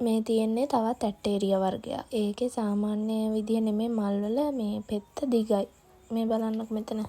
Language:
Sinhala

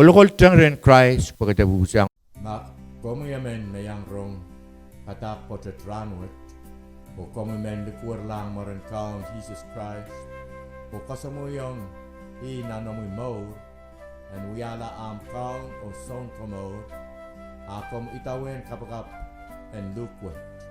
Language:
Pohnpeian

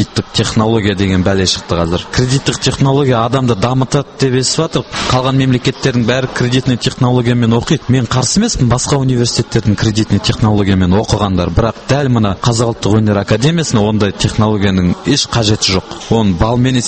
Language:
Kazakh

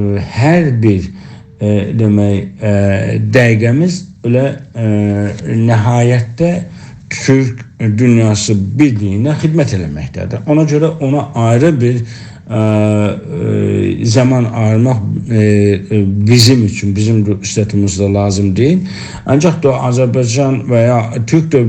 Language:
South Azerbaijani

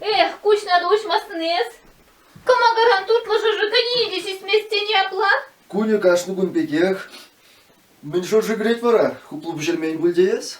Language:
Chuvash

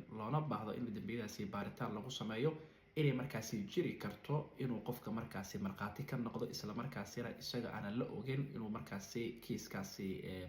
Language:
Somali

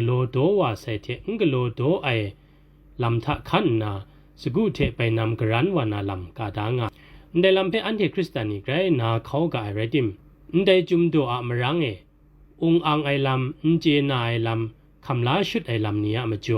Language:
Kachin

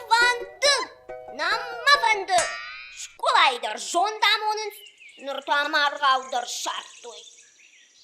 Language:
Ossetic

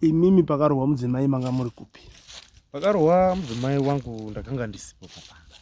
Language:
Shona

